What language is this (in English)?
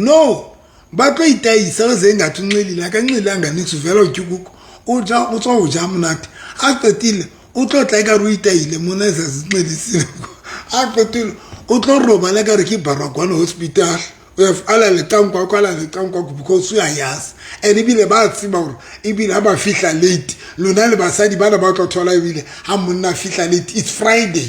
Southern Sotho